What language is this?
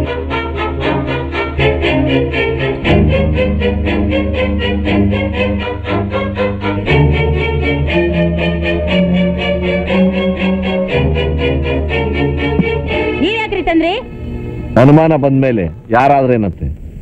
Kannada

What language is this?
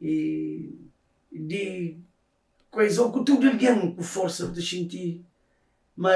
Kabuverdianu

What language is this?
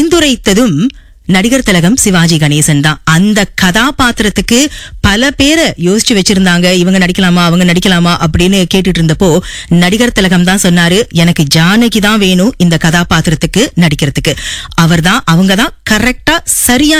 Tamil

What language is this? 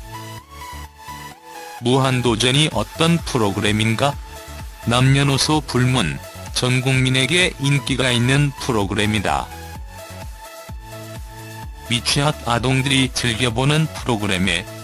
Korean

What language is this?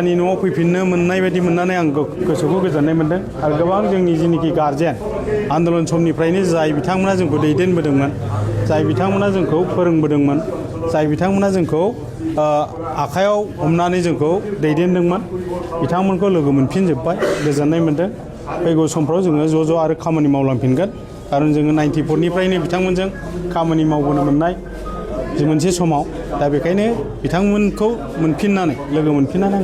Bodo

